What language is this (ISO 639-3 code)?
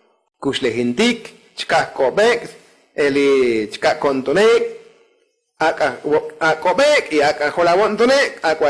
tzo